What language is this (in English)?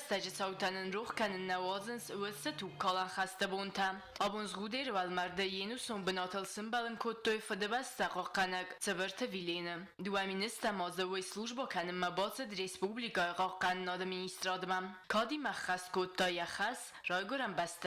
Ossetic